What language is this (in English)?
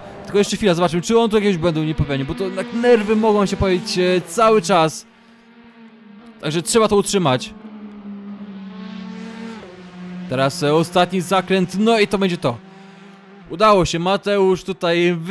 Polish